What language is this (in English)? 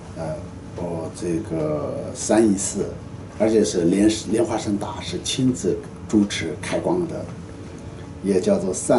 Chinese